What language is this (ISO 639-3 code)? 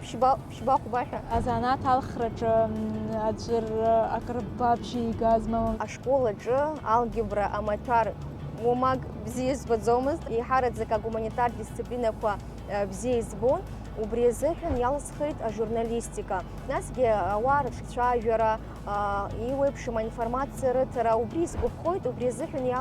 abk